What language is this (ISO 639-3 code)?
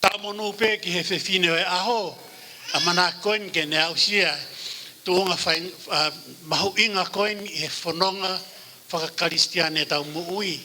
ton